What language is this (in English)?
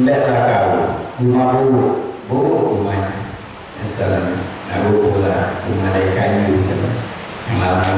Musi